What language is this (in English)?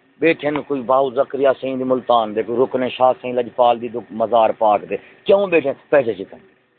Saraiki